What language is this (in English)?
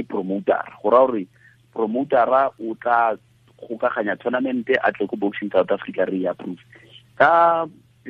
Tswana